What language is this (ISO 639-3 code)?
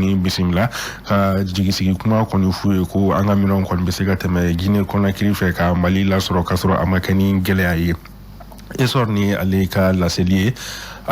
bam